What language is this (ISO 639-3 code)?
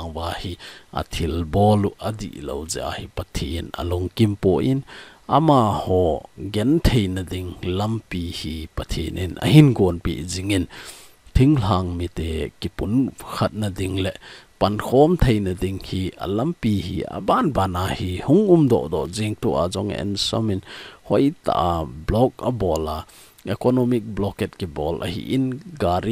tcz